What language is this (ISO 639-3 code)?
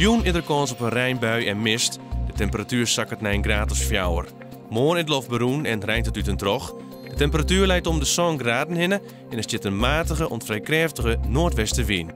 fry